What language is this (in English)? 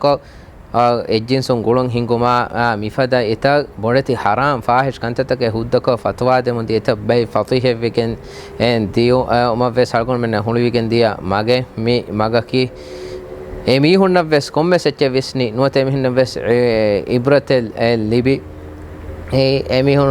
Divehi